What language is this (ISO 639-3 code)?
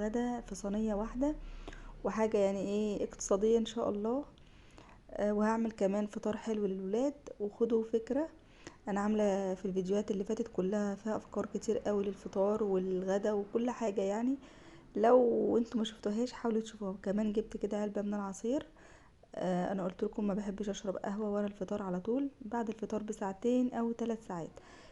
arz